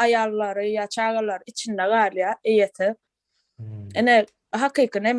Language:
Turkmen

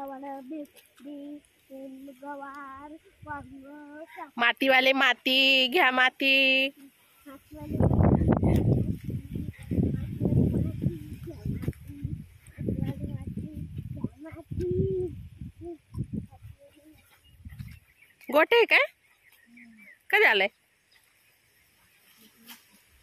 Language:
Marathi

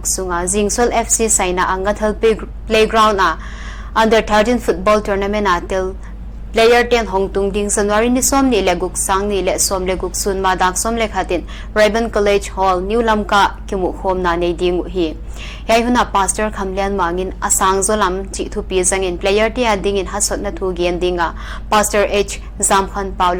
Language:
Paite Chin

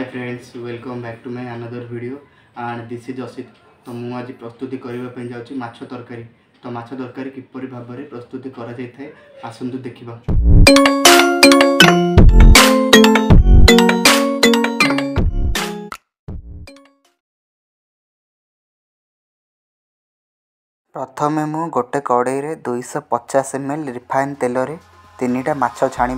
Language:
Odia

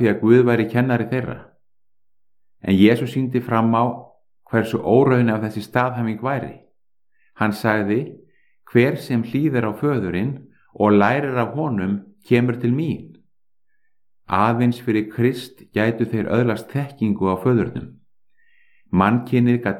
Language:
Icelandic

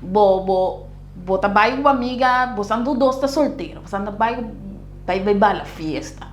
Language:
Papiamento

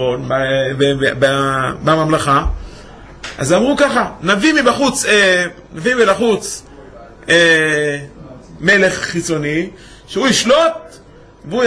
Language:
Hebrew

